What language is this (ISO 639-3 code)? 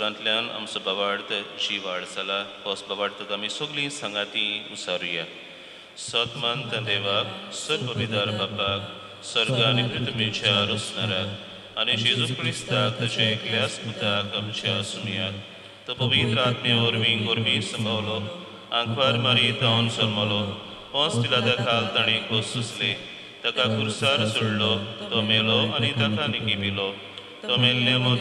kok